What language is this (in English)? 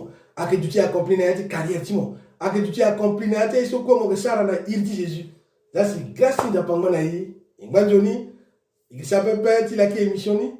Sango